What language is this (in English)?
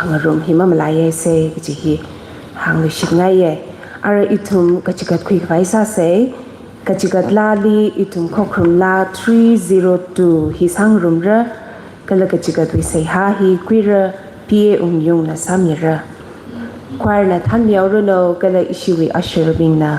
Tangkhul Naga (India)